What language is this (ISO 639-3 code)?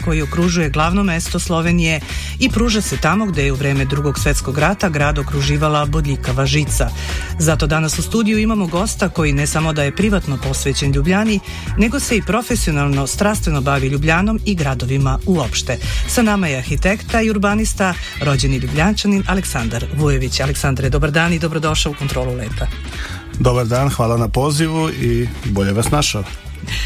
srp